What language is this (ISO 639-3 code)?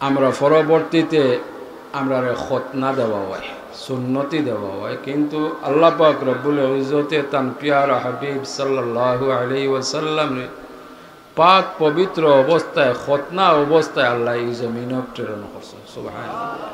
syl